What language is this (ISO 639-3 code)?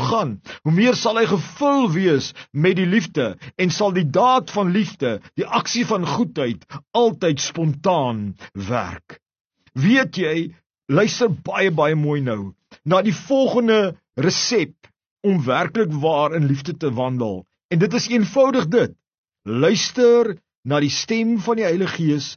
afr